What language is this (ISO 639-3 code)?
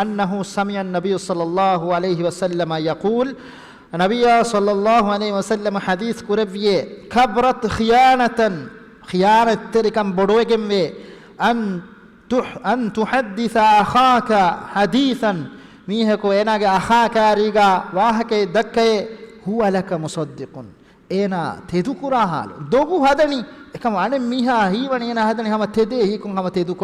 div